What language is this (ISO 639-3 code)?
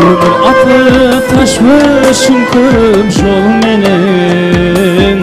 kaa